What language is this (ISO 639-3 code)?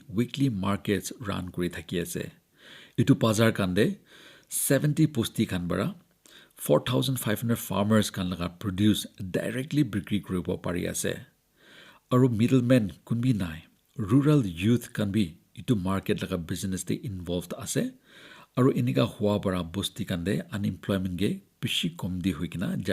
nag